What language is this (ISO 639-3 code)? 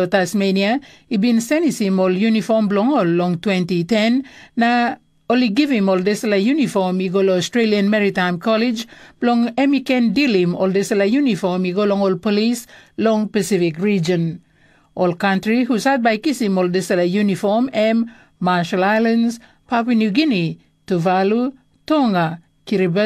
tpi